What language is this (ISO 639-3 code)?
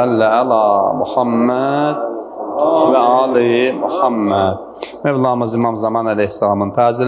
aze